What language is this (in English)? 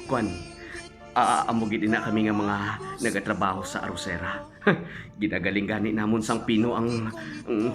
Hiligaynon